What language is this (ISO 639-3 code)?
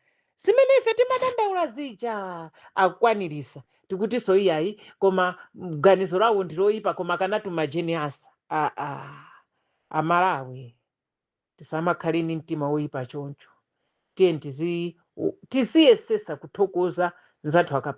nya